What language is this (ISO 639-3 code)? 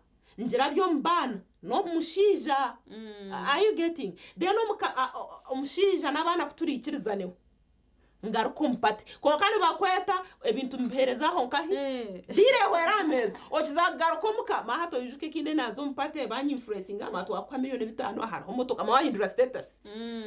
nyn